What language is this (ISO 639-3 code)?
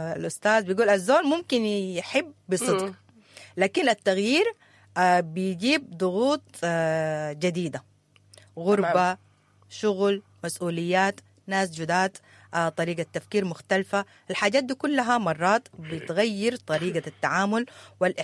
apd